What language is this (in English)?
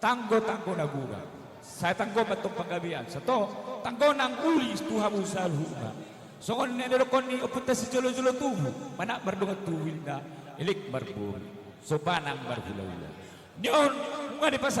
Batak Toba